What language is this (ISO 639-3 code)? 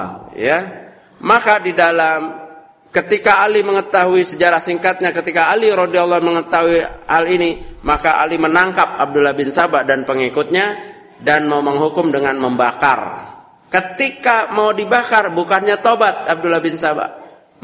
ind